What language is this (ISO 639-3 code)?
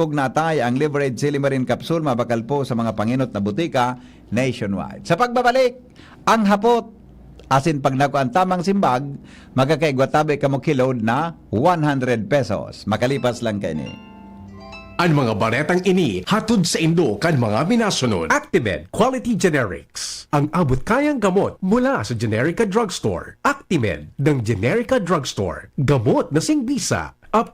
bik